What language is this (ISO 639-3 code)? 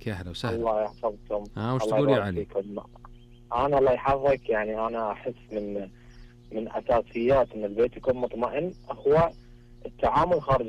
ars